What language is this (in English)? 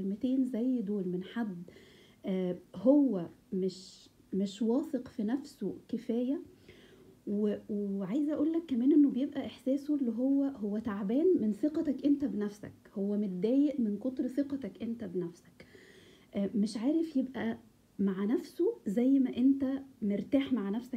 Egyptian Arabic